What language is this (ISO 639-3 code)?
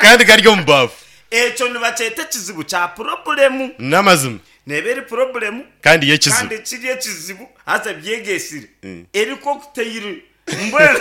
nyn